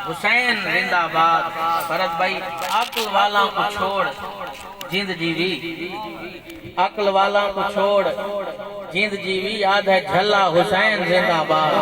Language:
Saraiki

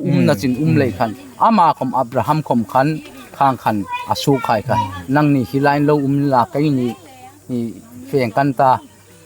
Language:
Hmar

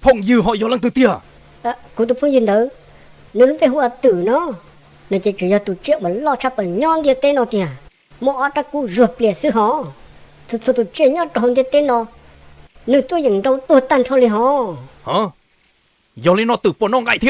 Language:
Hmong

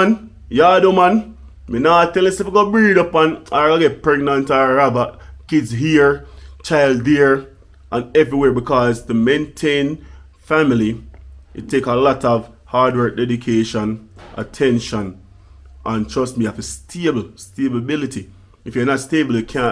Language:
Jamaican Creole English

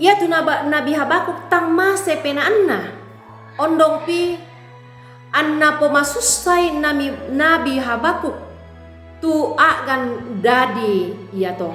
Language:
Toraja-Sa'dan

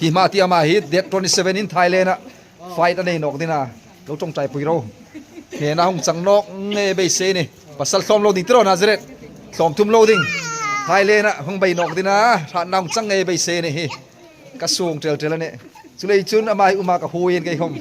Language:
Hmar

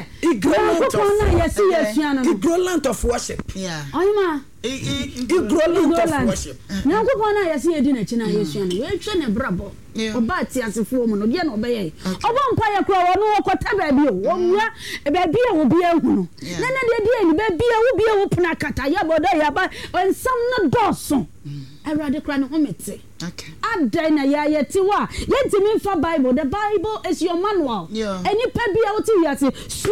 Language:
Akan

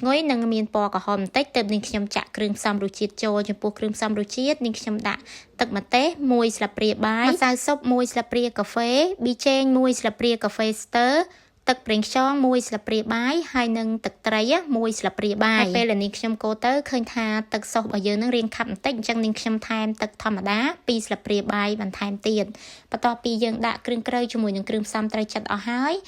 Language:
Khmer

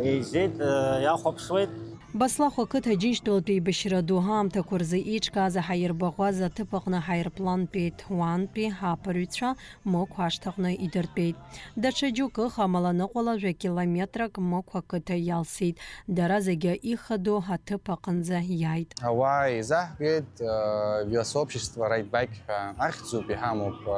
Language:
Abkhazian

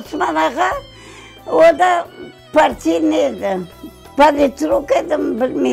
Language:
Crimean Tatar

